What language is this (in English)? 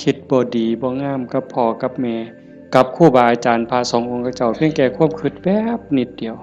Northeastern Thai